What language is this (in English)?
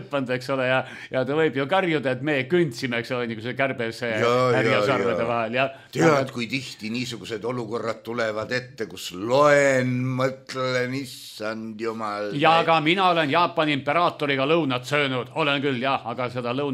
Estonian